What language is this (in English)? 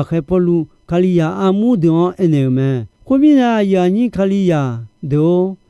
Akha